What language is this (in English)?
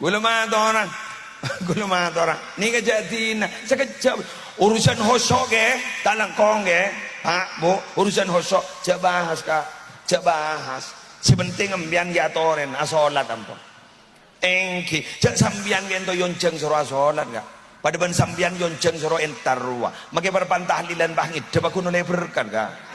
Madurese